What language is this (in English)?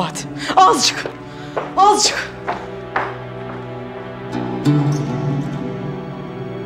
Turkish